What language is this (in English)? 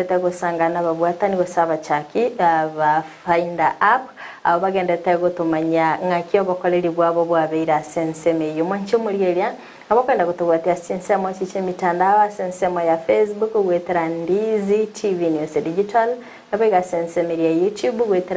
Gusii